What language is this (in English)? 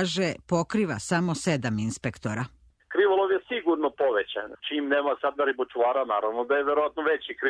Serbian